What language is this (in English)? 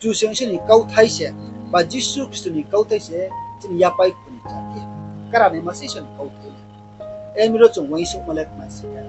Riang (India)